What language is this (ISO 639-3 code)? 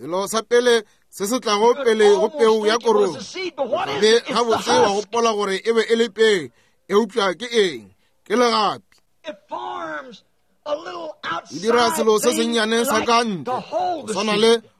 nso